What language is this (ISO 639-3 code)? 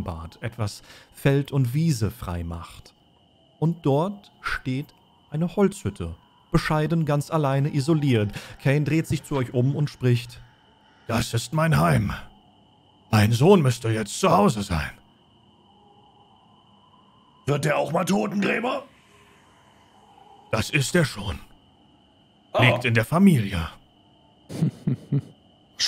deu